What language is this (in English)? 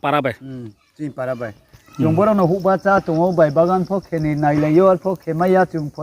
Riang (India)